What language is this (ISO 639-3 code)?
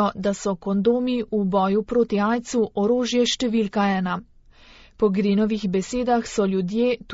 slv